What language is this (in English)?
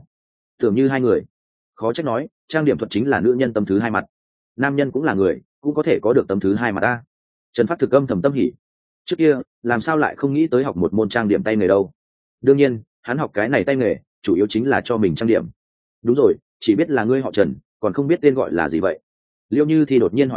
Vietnamese